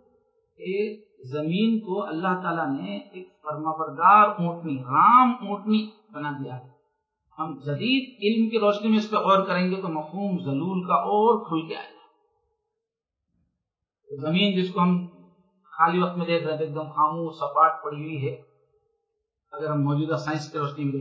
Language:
Urdu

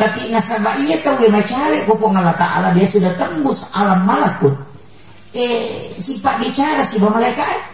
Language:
Buginese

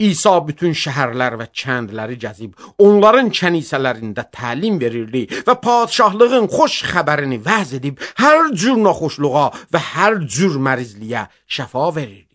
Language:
Azerbaijani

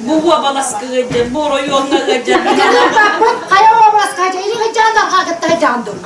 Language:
Yakut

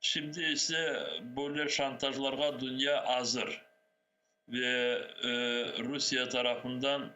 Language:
Crimean Tatar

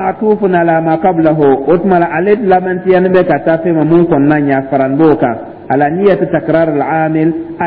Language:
Dyula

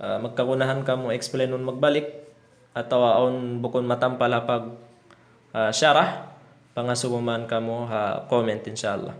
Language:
Tausug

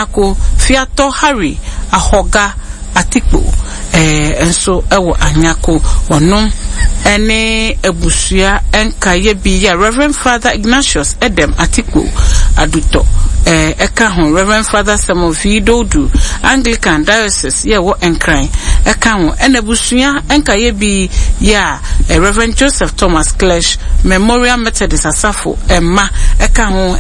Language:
Akan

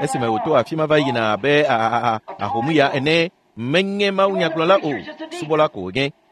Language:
Ewe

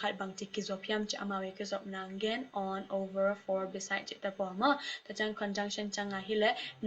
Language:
Tedim Chin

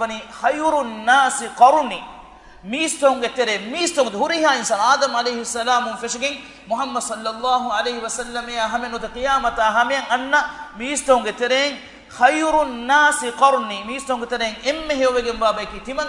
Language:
Divehi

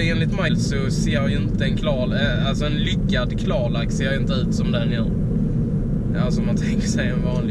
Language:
Swedish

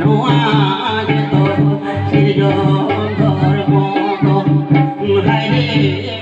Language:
Santali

